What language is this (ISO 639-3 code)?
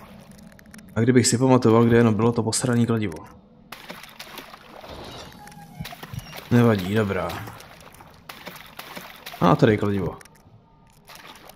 ces